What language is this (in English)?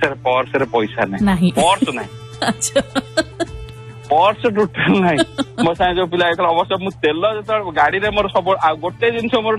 Odia